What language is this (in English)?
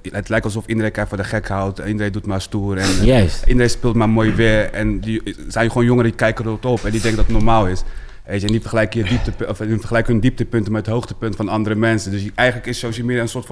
Dutch